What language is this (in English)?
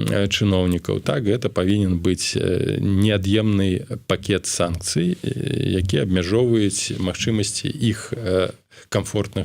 Belarusian